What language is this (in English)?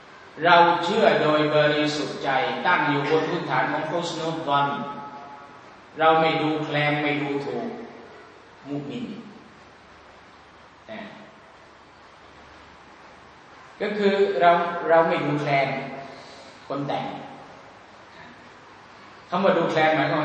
Thai